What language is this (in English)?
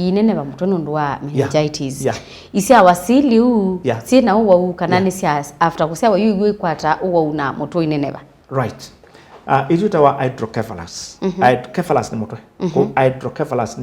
Kamba